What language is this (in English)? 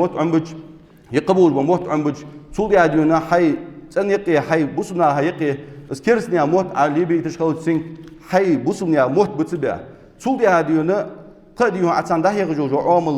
Ingush